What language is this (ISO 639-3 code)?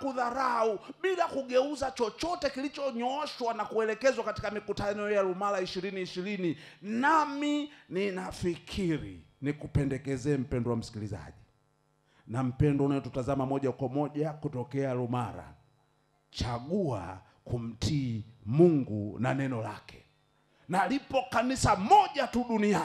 swa